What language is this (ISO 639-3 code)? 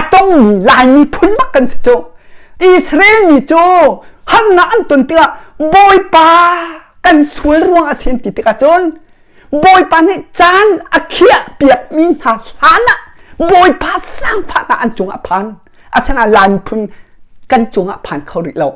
cnh